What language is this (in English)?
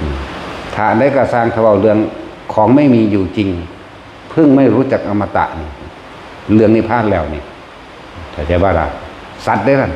Northeastern Thai